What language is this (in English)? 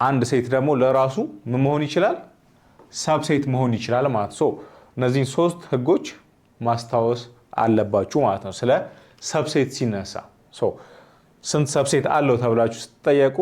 Amharic